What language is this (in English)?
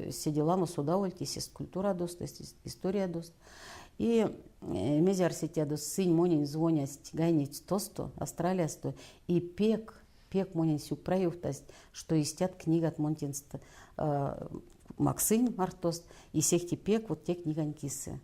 Erzya